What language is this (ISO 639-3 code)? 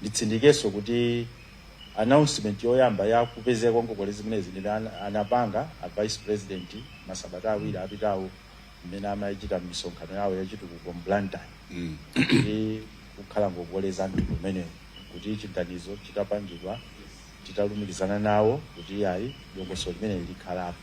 nya